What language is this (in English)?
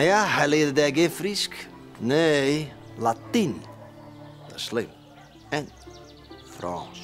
Western Frisian